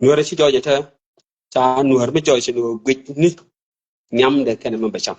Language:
Nuer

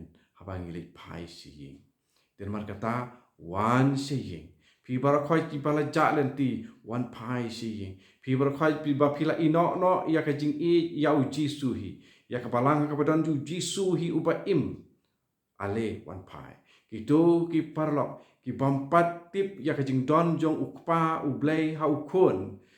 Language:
Khasi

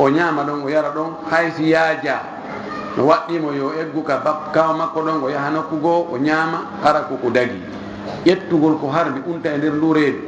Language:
Fula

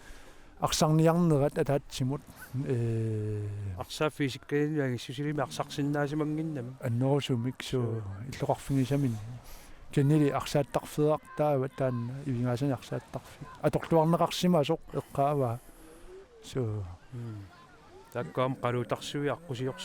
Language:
Kalaallisut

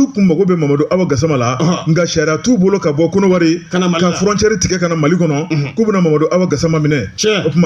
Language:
Bambara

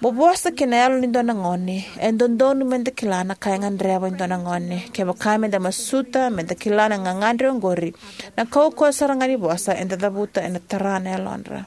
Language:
Fijian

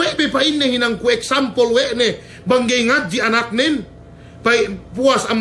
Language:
Yakan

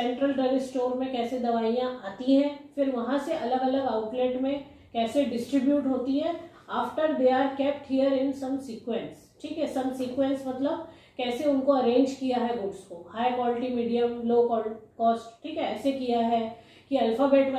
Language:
Hindi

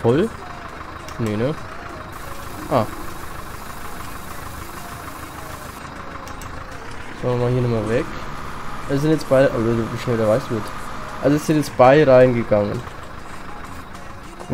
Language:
German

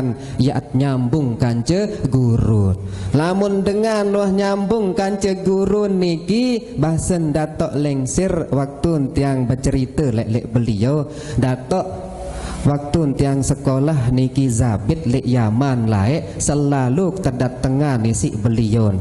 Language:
Sasak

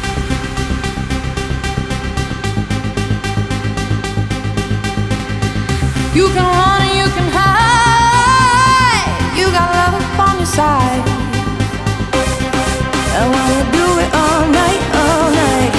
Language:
English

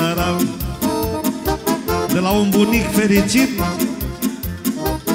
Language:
Romanian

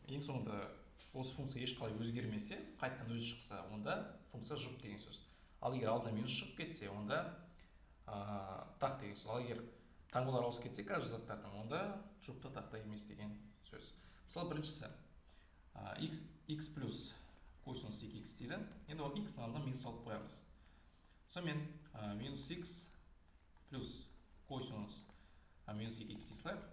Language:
Kazakh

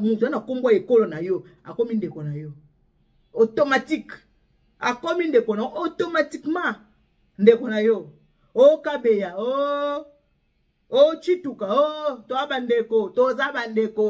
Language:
Lingala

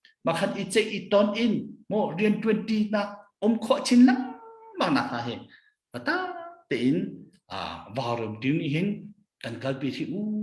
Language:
Hakha Chin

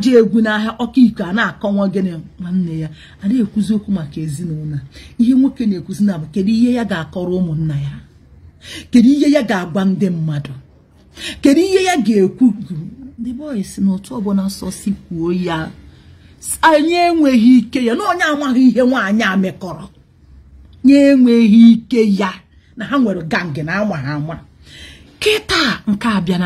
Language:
Igbo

